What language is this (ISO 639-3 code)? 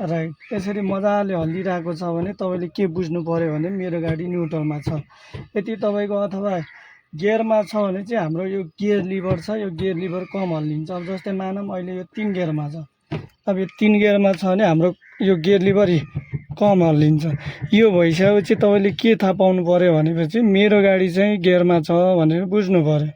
nep